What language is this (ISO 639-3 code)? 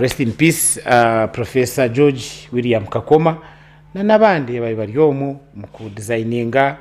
nyn